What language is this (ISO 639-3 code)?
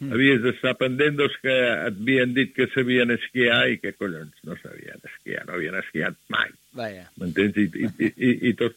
cat